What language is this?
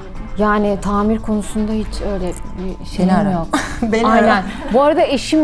Turkish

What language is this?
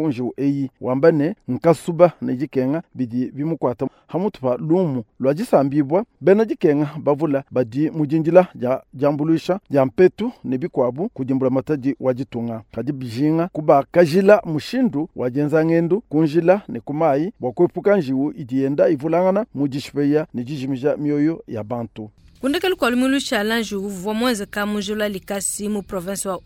Luba-Lulua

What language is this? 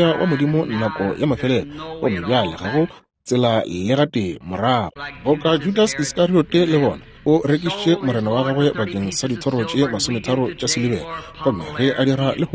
Northern Sotho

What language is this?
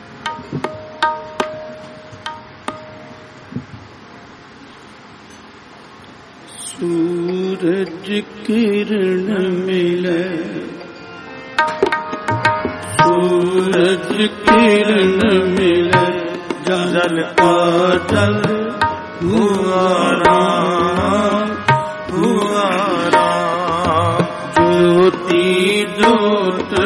Punjabi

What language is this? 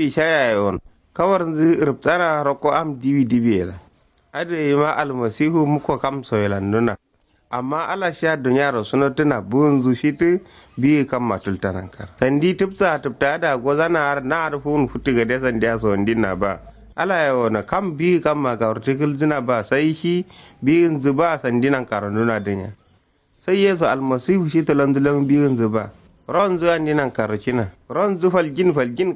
Kanuri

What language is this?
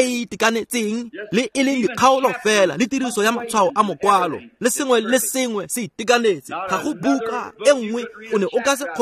Tswana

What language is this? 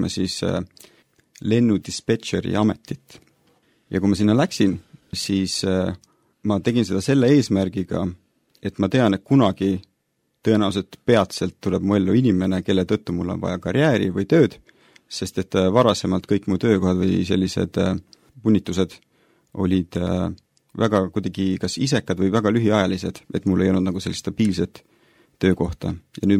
Estonian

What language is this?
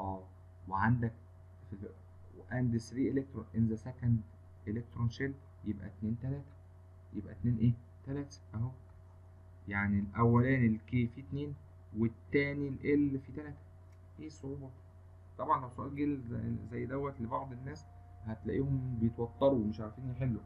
Egyptian Arabic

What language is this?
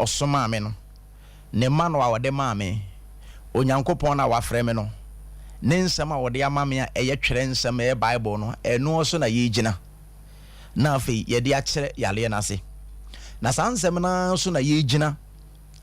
Akan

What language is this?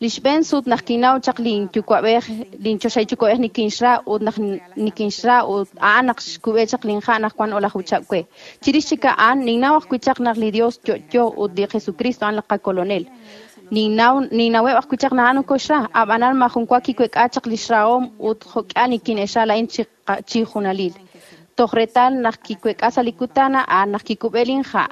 Kekchí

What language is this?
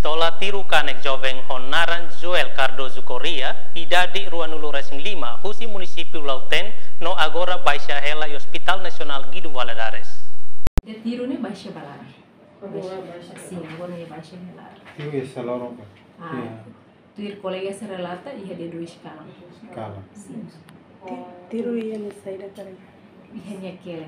Tetum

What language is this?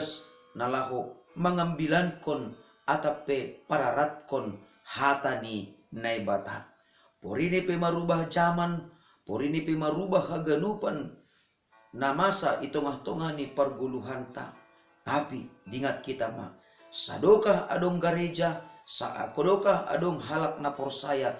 Batak Simalungun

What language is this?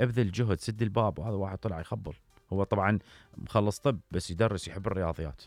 Mesopotamian Arabic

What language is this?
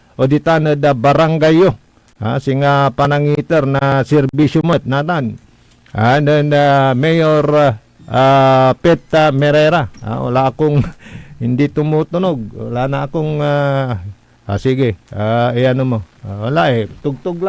Pangasinan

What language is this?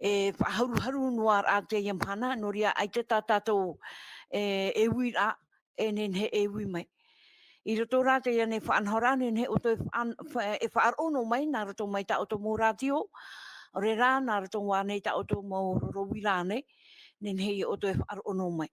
Tahitian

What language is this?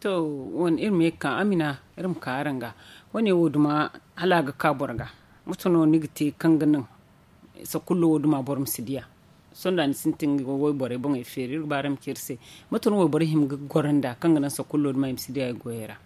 Zarma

